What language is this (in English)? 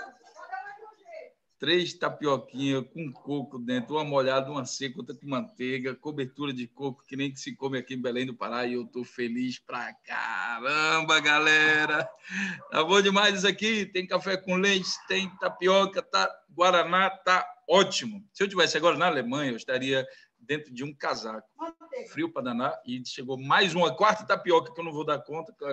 Portuguese